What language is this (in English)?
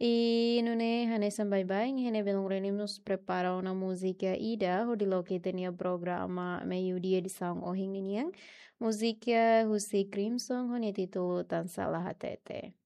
Tetum